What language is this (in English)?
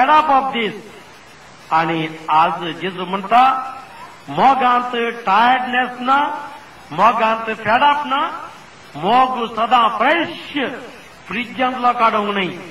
Konkani